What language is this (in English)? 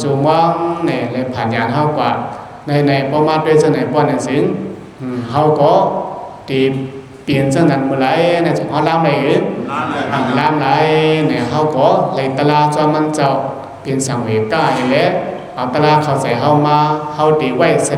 Shan